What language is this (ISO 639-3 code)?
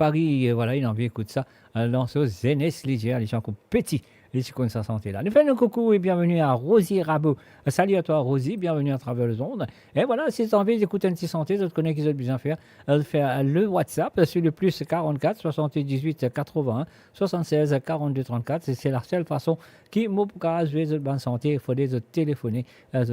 mfe